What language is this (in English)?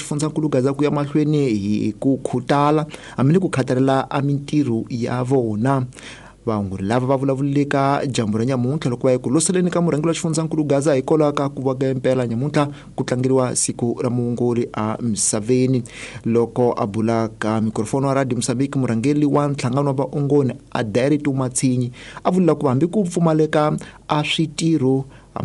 Tsonga